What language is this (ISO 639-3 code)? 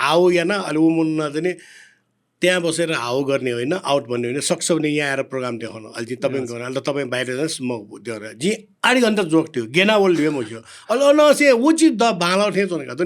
new